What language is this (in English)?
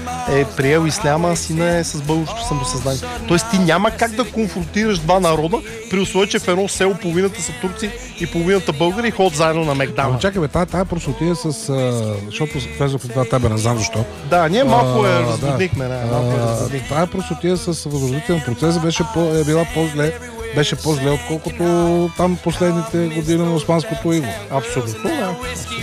Bulgarian